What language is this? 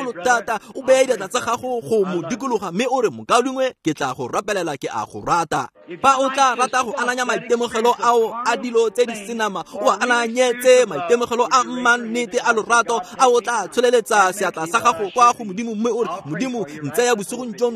Tswana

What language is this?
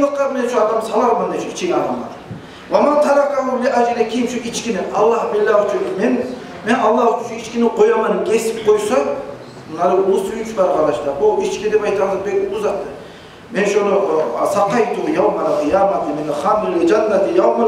Kumyk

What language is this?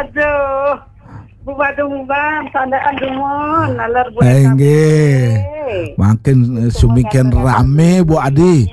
Balinese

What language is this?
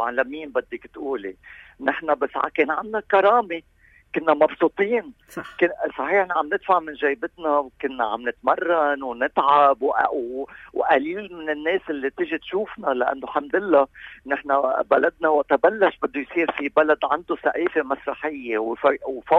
North Levantine Arabic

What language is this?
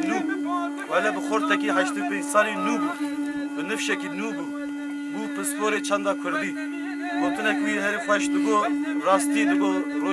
Kurdish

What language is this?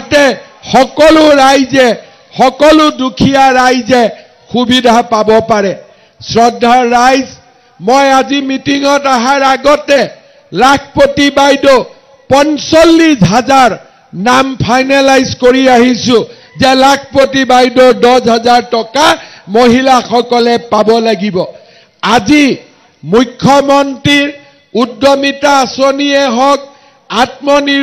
Assamese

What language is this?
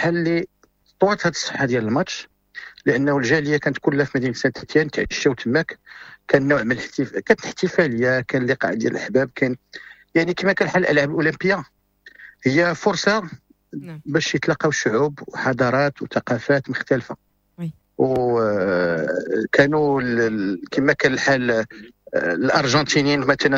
Moroccan Arabic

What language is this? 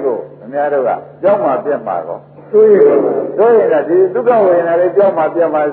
Burmese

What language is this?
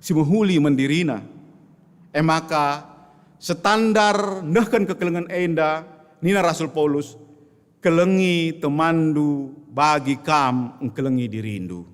Batak Karo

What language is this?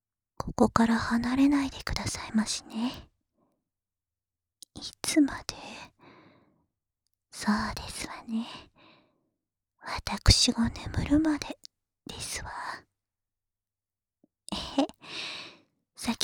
Japanese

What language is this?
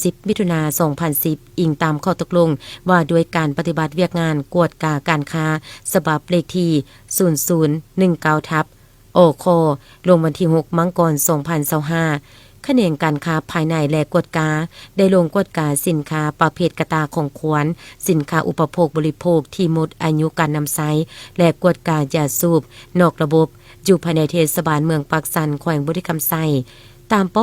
Lao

